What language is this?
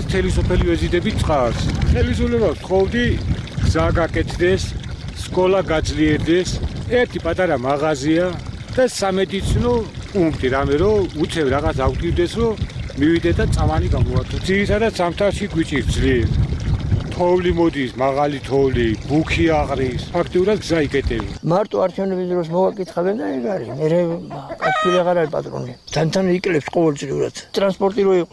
Georgian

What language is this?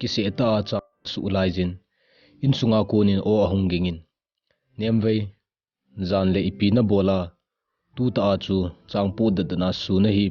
Thado Chin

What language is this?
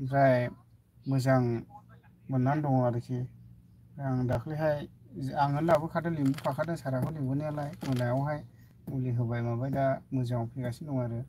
Bodo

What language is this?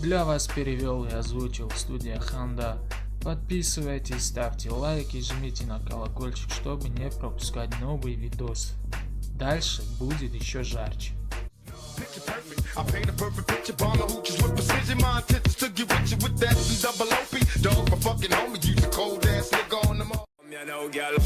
Tajik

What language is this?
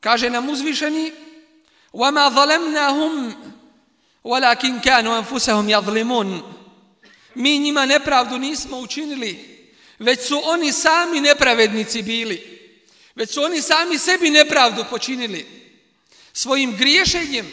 Bosnian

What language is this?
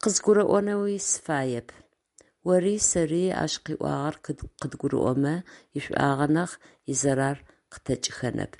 Adyghe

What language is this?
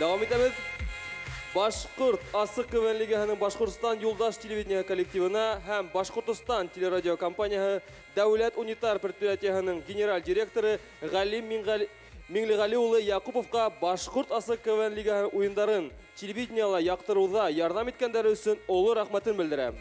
Bashkir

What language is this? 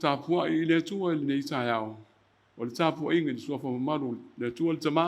Samoan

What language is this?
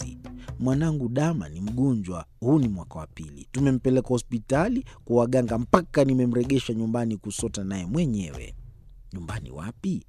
Swahili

